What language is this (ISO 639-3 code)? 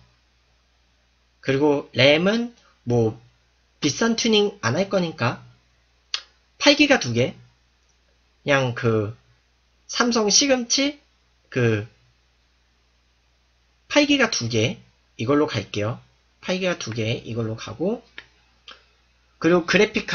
kor